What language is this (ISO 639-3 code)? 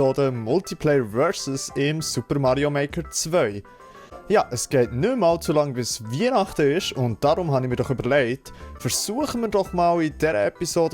gsw